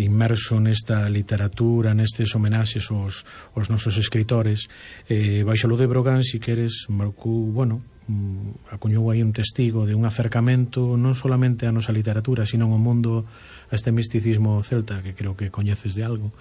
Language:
Galician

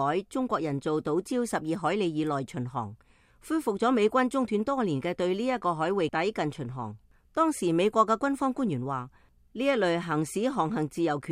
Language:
Cantonese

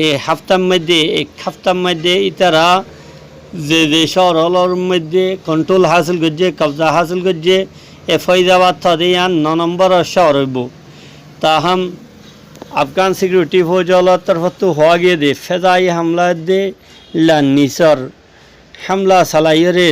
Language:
Rohingya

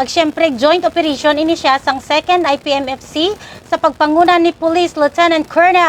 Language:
Hiligaynon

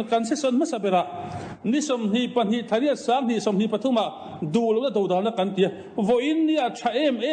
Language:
Mizo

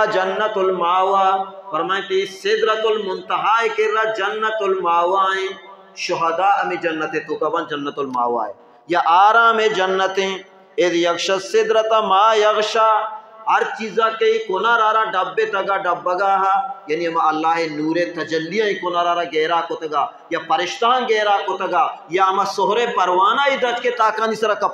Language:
Baluchi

